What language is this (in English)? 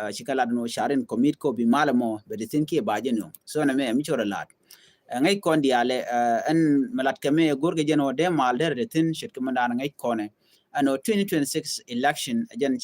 Nuer